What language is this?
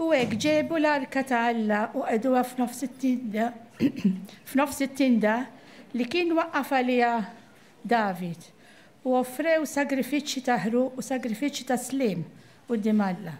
Maltese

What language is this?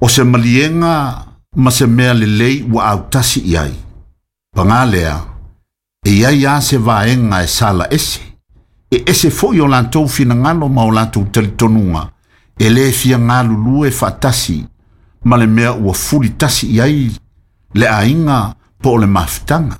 Samoan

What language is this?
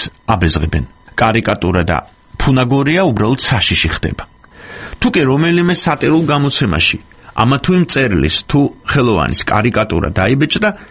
Georgian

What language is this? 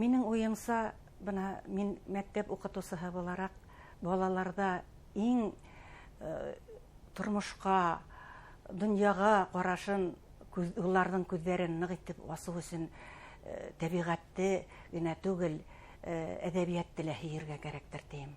Bashkir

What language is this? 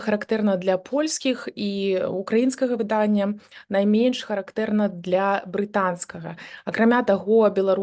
Belarusian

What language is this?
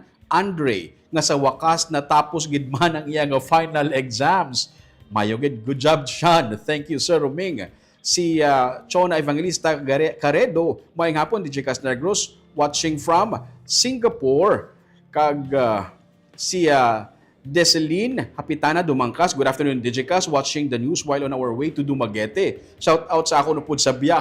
Hiligaynon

